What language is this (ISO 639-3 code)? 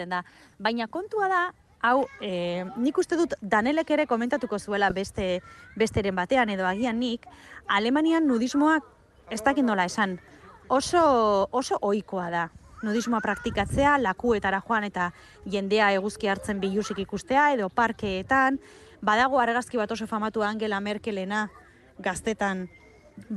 eus